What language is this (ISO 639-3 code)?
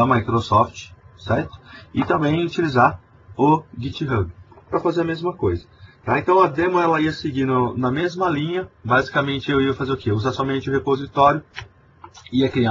por